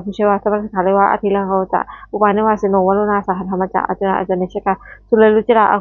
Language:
Pali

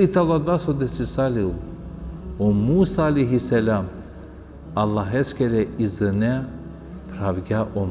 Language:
Balkan Romani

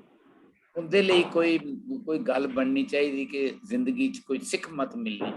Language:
Dogri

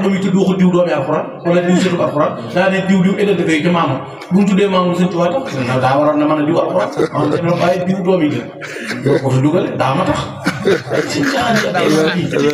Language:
Wolof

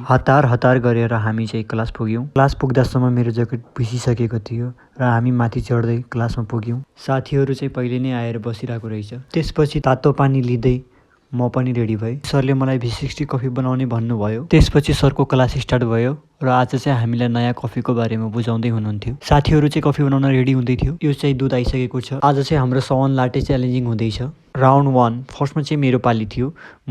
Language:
Nepali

